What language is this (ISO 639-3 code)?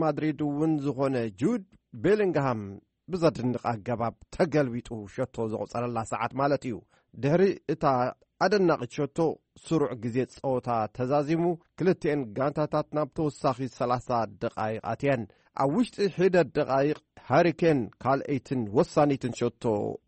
tir